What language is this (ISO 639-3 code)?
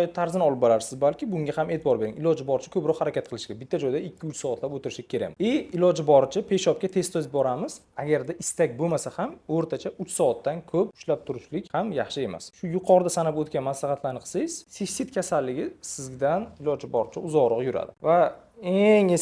uzb